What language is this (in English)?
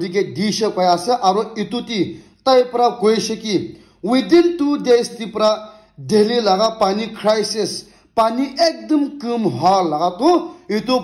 Naga Pidgin